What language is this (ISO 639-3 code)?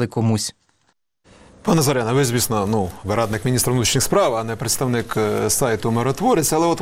ukr